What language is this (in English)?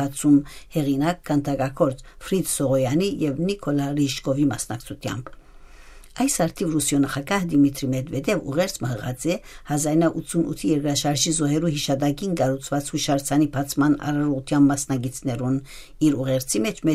Armenian